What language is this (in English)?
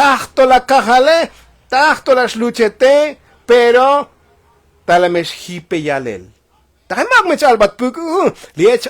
Tzotzil